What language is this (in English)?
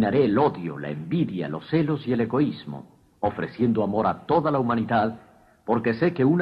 Spanish